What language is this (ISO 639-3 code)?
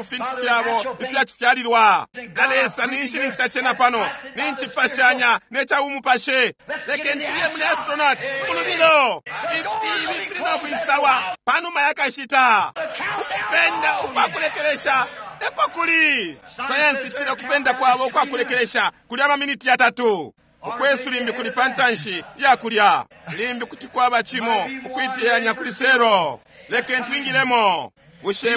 bem